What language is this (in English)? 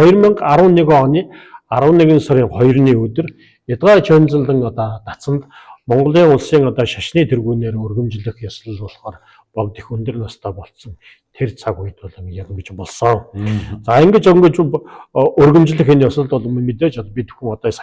Mongolian